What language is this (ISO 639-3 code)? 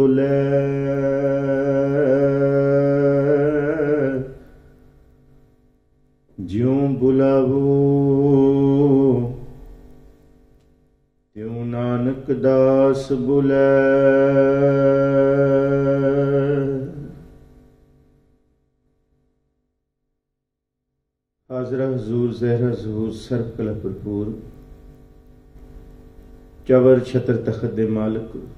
pan